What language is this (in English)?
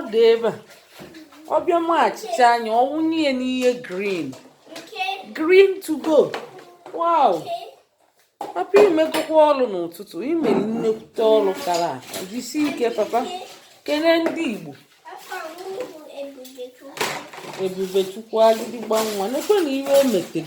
Igbo